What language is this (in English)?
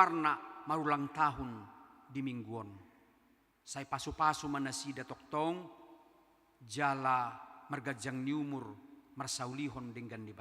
Batak Toba